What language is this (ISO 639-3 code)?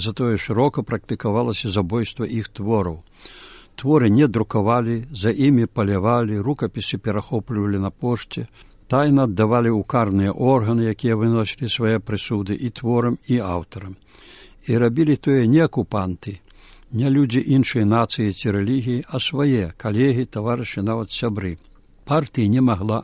bel